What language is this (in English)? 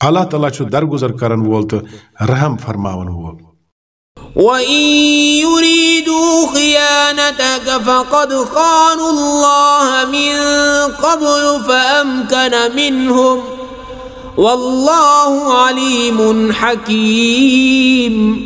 Kashmiri